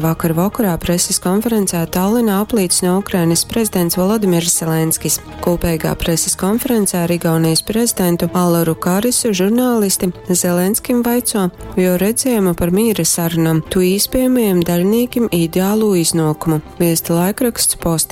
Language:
Latgalian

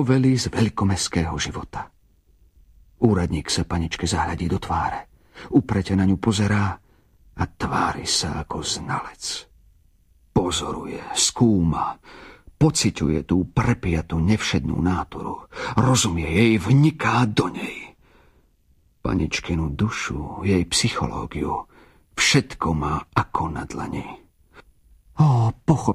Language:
Slovak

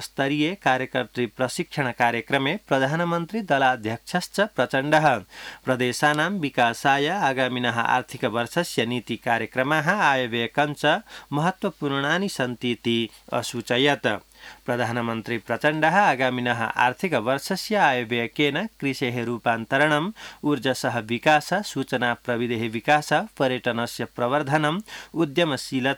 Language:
Sanskrit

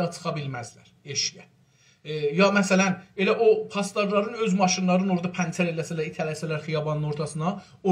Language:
South Azerbaijani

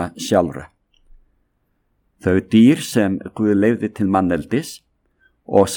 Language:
Icelandic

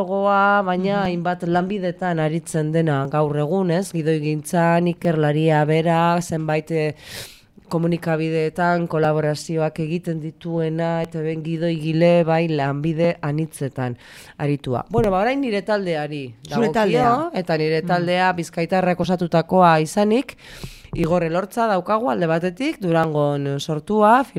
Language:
Basque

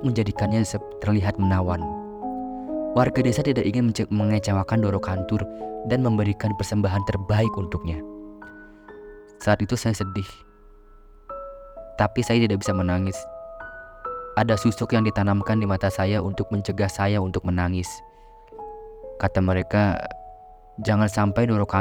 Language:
Indonesian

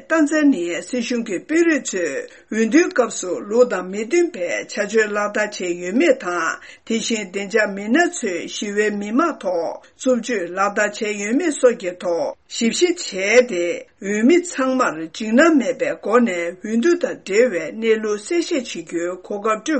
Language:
Tibetan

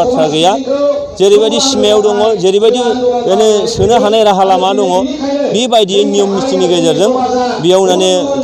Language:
Bodo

